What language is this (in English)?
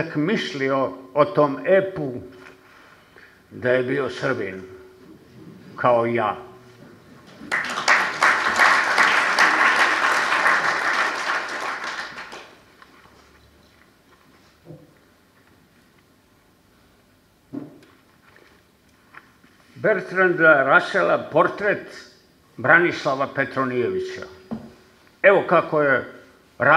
Serbian